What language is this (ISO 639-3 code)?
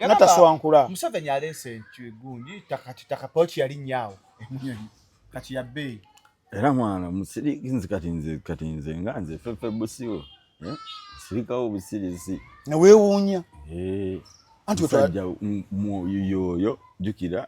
lug